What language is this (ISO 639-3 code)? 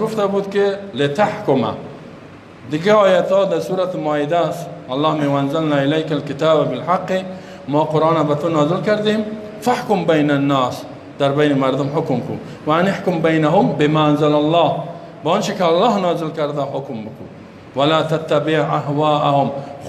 fas